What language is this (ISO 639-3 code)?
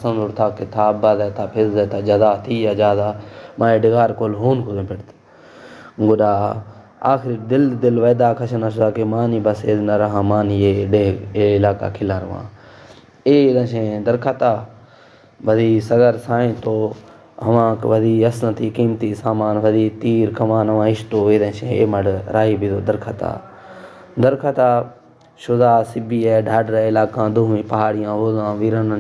bal